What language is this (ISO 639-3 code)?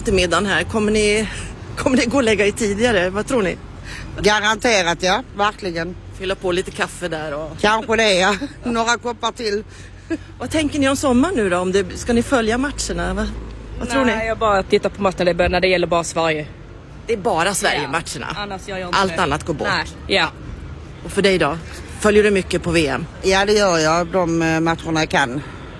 swe